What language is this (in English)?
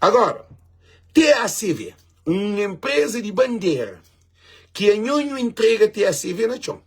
Kabuverdianu